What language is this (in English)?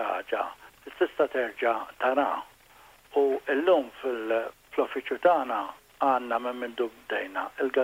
Maltese